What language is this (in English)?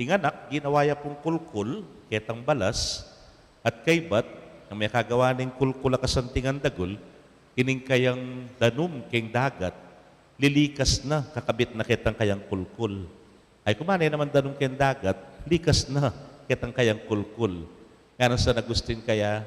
Pampanga